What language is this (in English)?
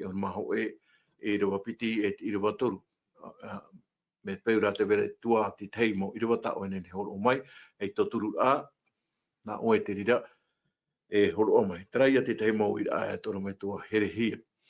Tahitian